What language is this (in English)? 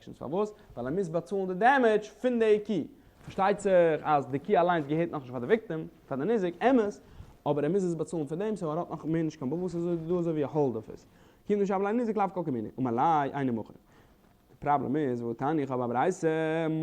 Yiddish